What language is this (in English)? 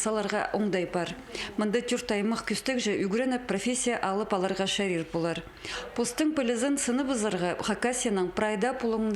Khakas